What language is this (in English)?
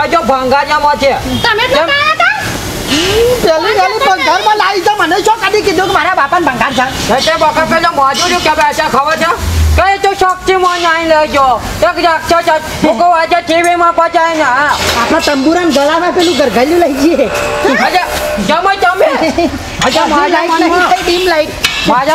Gujarati